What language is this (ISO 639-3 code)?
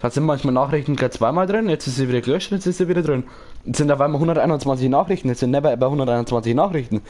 bar